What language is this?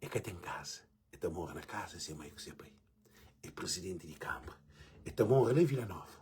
Kabuverdianu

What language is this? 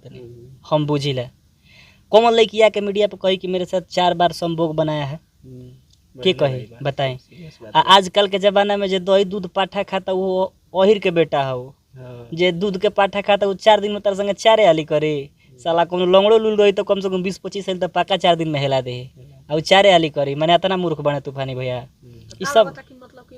Bhojpuri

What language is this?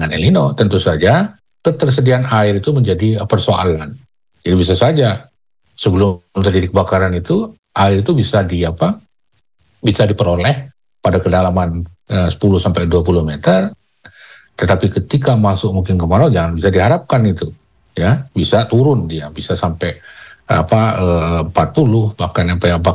Indonesian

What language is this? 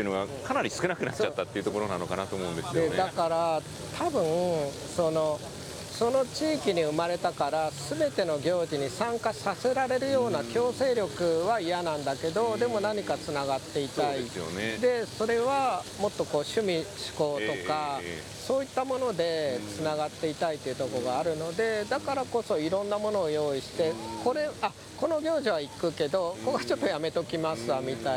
Japanese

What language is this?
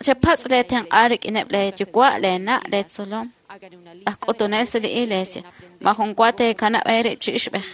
Kekchí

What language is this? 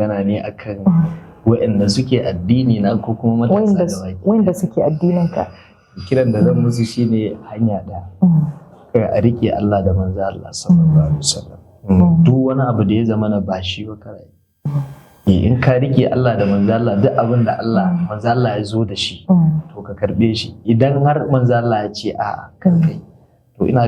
Hausa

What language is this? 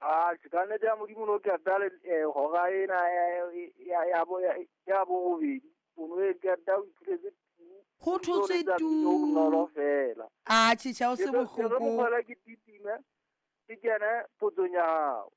Southern Sotho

